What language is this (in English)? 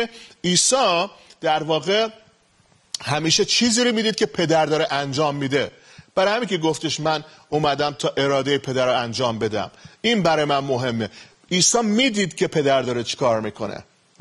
Persian